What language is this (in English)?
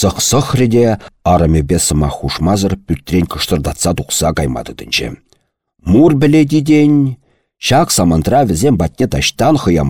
Chuvash